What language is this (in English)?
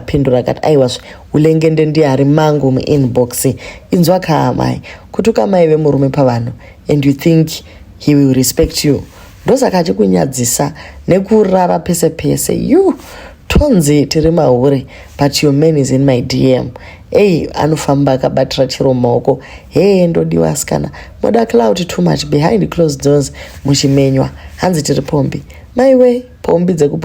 Shona